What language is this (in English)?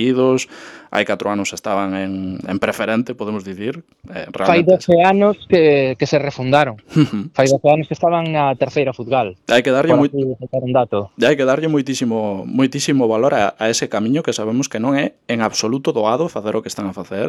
Galician